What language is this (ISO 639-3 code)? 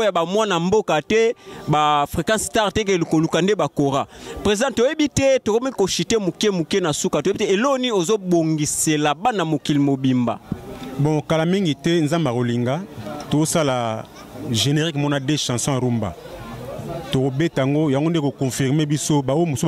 lin